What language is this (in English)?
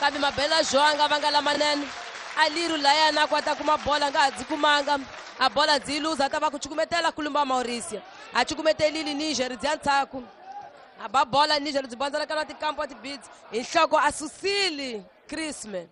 Tsonga